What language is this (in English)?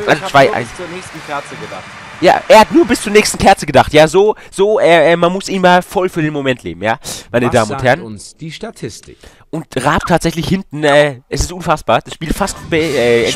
German